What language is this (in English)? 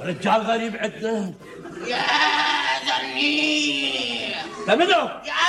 Mesopotamian Arabic